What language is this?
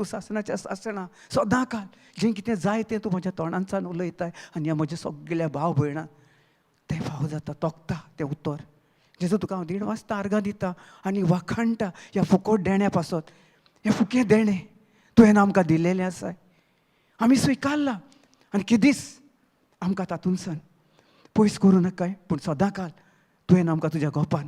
Konkani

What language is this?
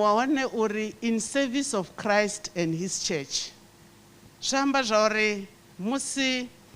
Venda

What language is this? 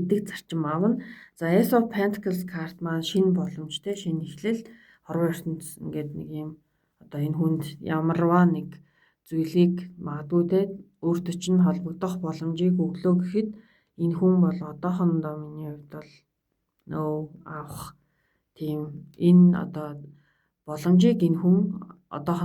Mongolian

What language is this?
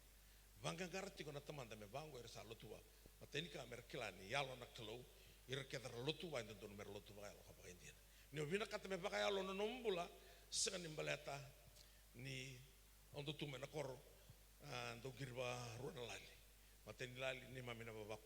Fijian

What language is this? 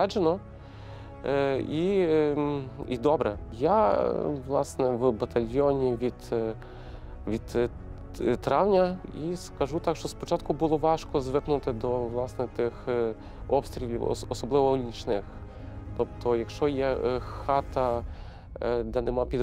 Ukrainian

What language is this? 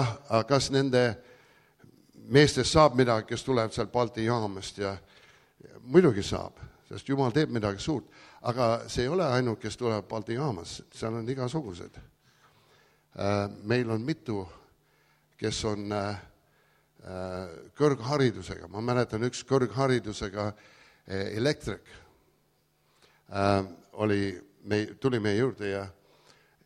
Estonian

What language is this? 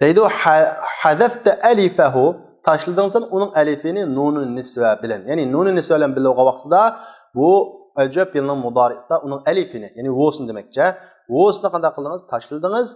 Uyghur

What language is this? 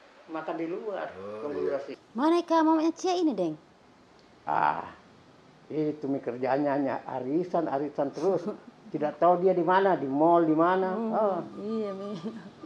Makassar Malay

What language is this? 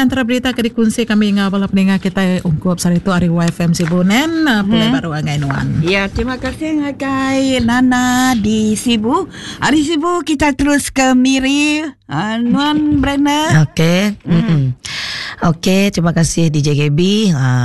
Iban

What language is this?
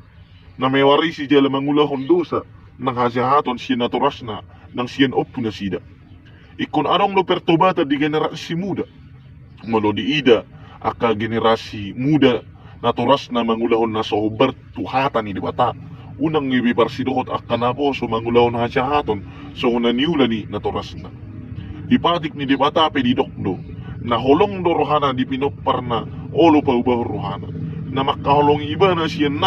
Batak Toba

